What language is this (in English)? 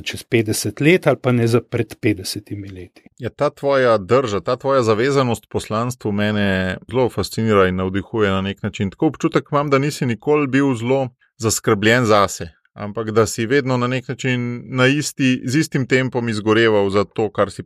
Slovenian